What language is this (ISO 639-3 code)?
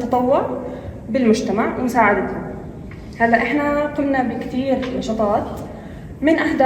apc